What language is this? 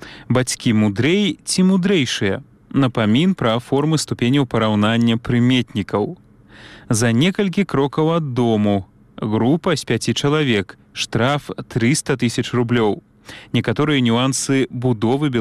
Belarusian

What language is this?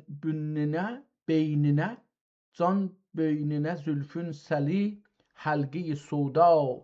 South Azerbaijani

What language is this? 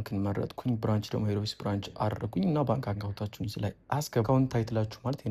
Amharic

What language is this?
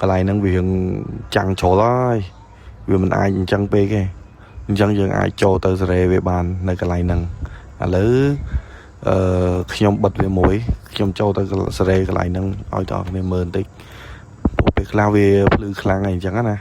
Khmer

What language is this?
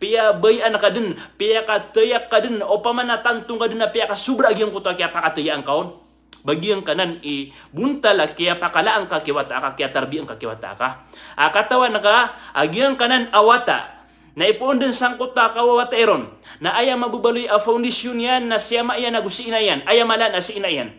Maranao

